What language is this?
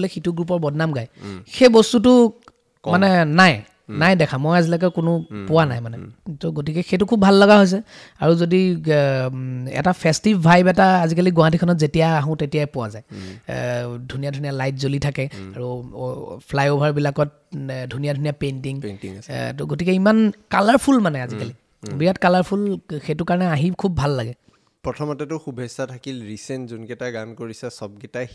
Assamese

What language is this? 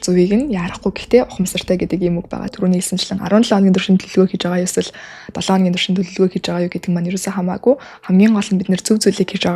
Mongolian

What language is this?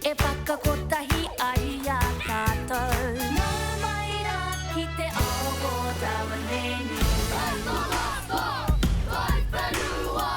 Māori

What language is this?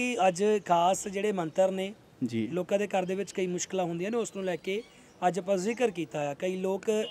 Punjabi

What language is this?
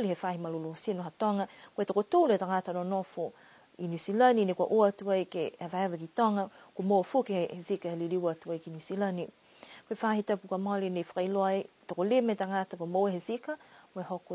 Niuean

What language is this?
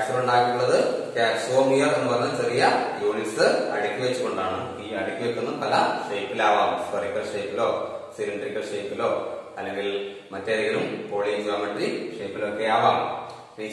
Malayalam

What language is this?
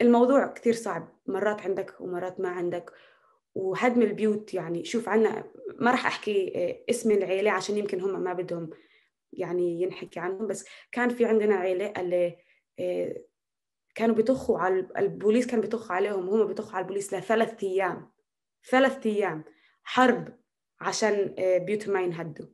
North Levantine Arabic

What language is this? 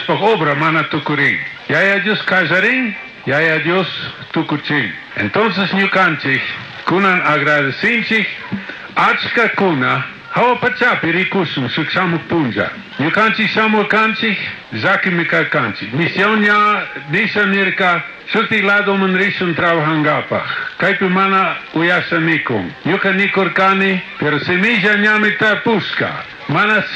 Chimborazo Highland Quichua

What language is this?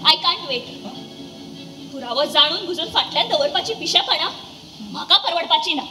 Konkani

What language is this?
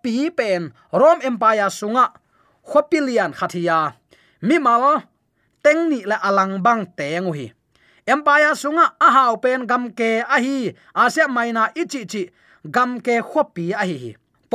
Tedim Chin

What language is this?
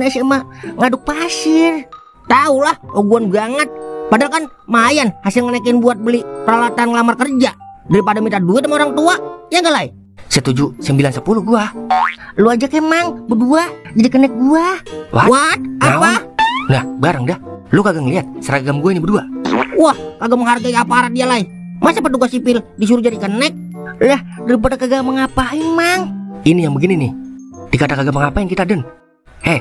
Betawi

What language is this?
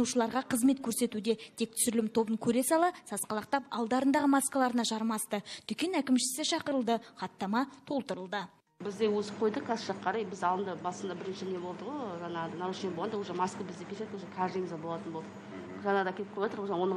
Kazakh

